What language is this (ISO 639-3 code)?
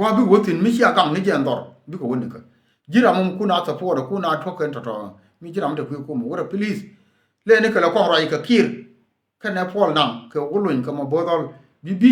nus